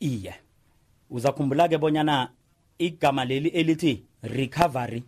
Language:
South Ndebele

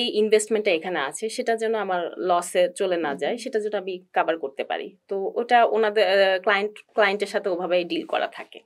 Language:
Bangla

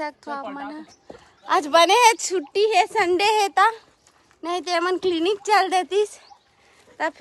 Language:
Chhattisgarhi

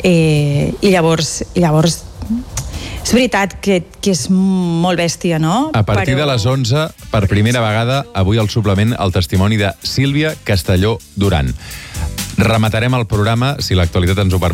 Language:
Catalan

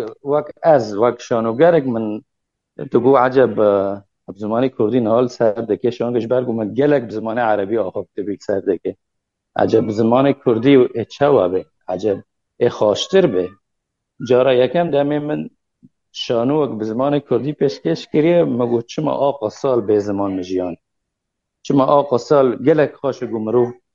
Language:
Kurdish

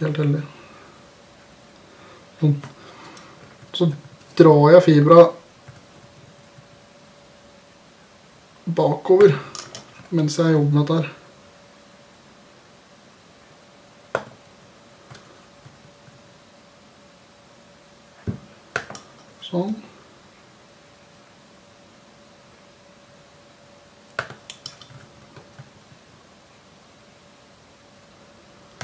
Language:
Norwegian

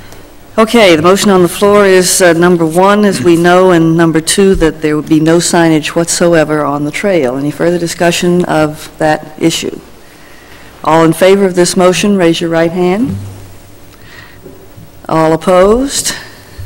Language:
English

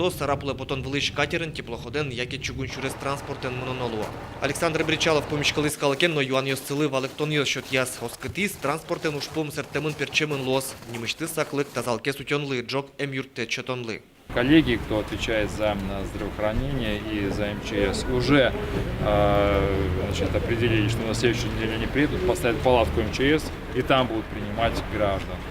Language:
Udmurt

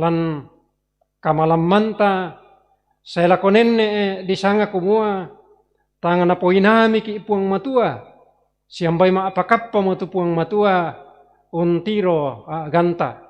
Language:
Toraja-Sa'dan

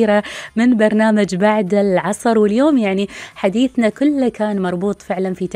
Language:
Gulf Arabic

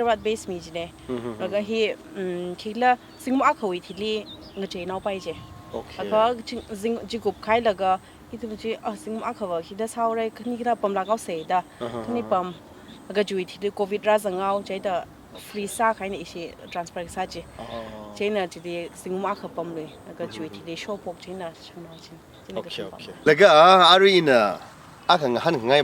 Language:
Tangkhul Naga (India)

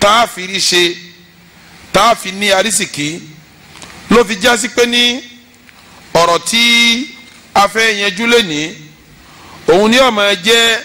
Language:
Yoruba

